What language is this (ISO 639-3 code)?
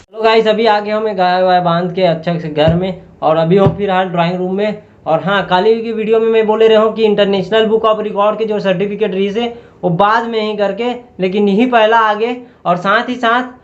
hne